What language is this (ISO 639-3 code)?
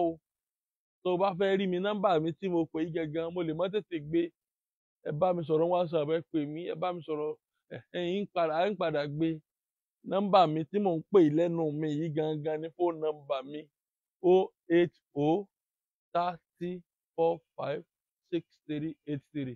yor